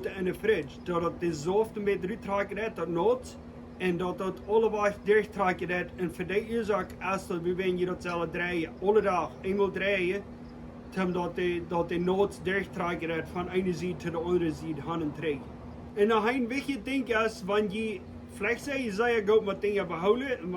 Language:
Plautdietsch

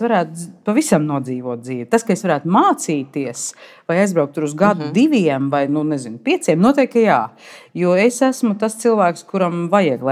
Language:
Latvian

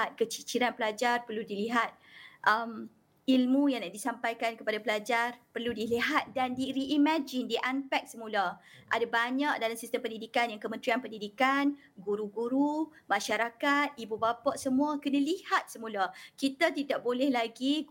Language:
Malay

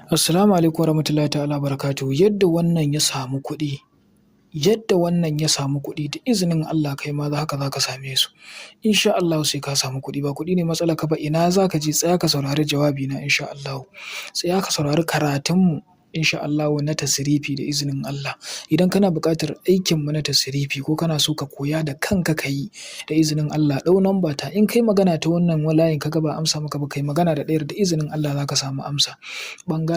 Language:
Hausa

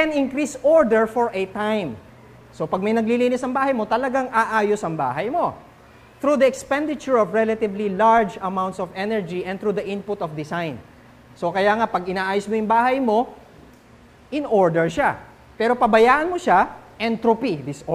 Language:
Filipino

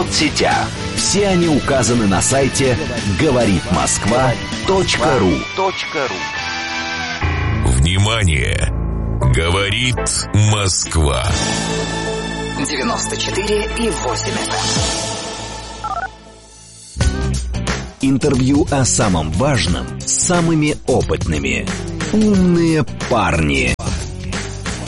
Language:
Russian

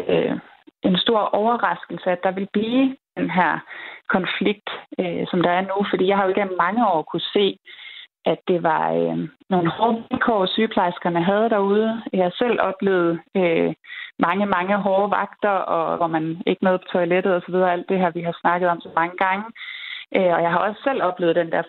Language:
Danish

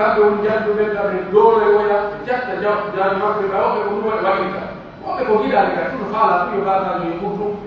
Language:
Pular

